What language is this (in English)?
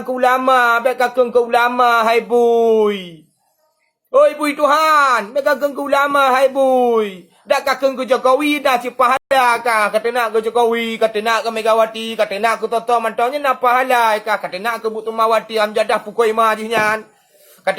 Achinese